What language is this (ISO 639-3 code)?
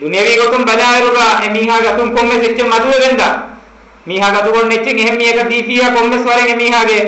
div